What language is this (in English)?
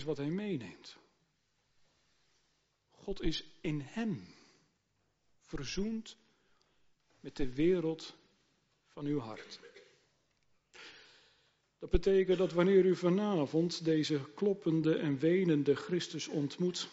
Dutch